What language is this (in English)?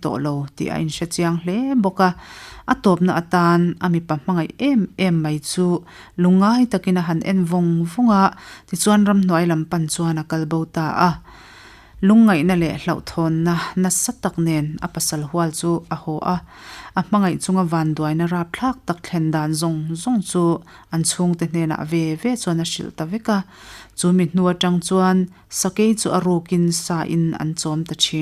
Mizo